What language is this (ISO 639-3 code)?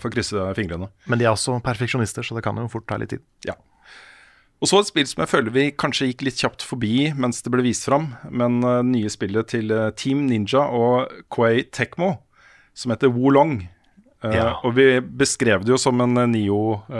nor